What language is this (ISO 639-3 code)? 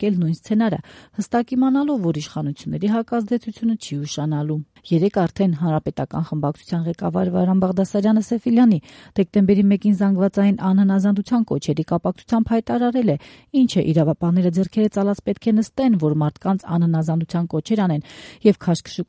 hye